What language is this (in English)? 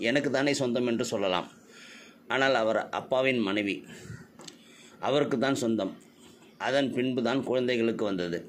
Tamil